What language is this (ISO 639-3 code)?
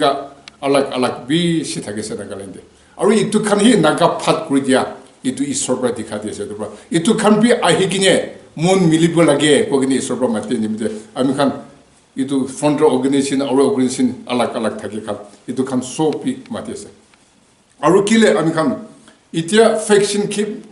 nag